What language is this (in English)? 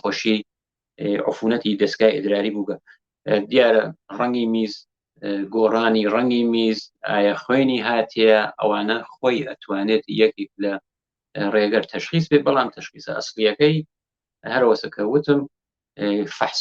Central Kurdish